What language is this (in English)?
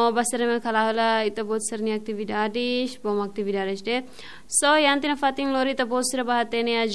Tetum